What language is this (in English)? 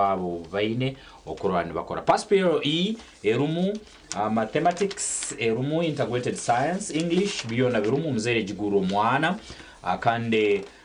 Nyankole